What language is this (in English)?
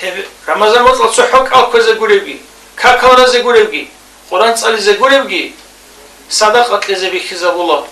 Avaric